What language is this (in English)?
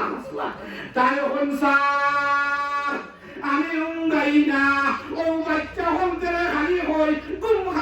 Sylheti